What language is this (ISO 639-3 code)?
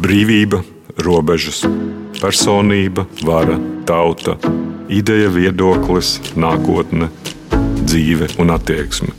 lav